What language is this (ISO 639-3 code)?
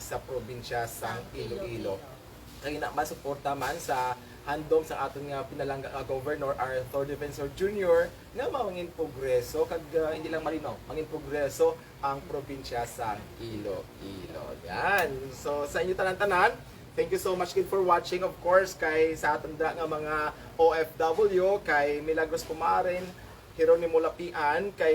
hil